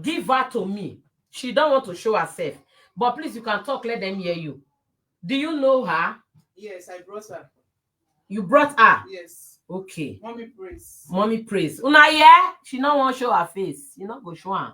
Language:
Nigerian Pidgin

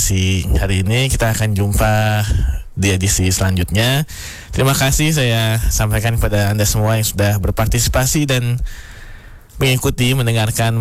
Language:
Indonesian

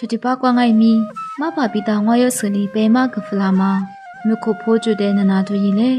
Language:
Lisu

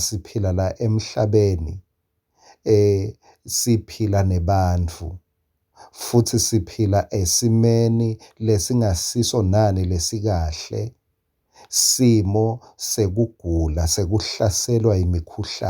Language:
Swati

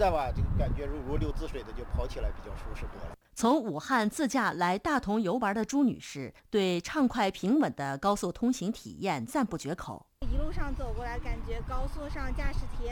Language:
Chinese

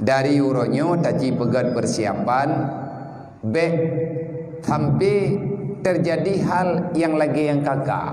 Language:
Achinese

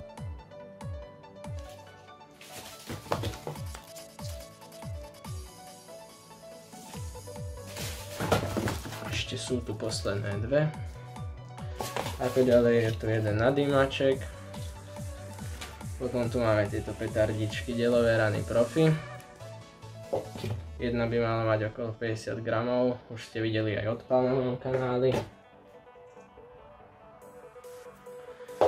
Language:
Slovak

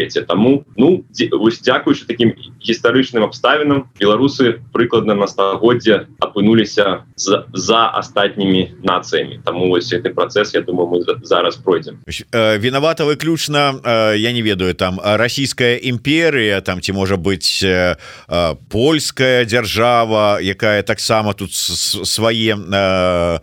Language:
Belarusian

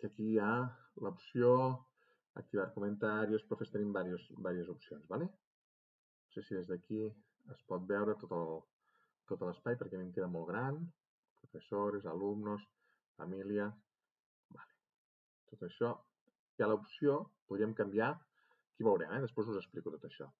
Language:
Catalan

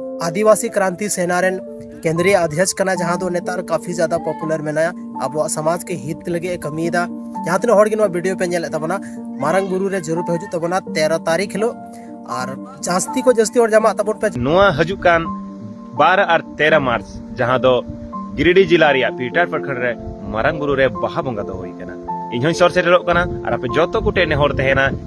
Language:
Santali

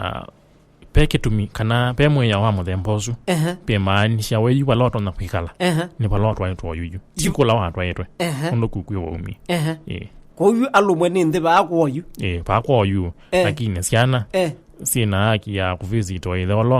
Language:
Kamba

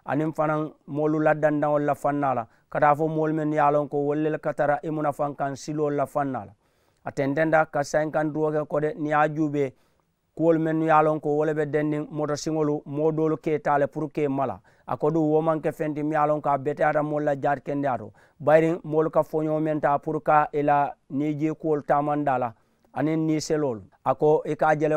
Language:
Mandingo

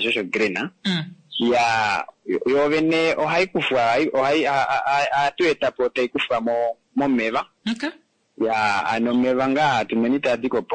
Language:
Kuanyama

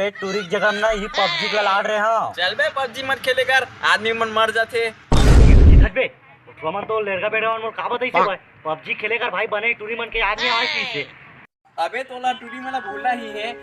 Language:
Chhattisgarhi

